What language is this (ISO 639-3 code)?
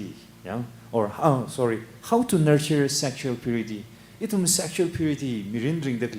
nmf